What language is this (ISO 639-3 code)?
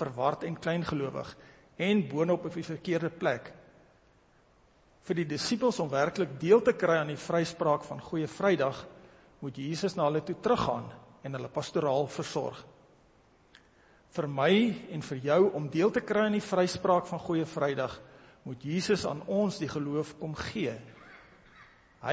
afr